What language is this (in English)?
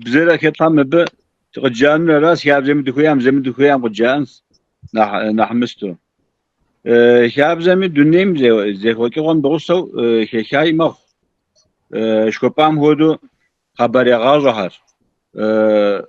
Kabardian